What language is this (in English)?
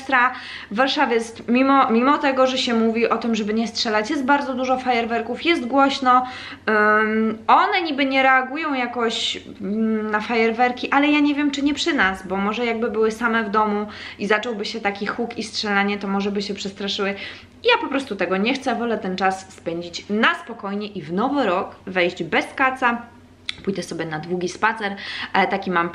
Polish